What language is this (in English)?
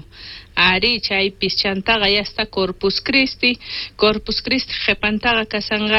South Bolivian Quechua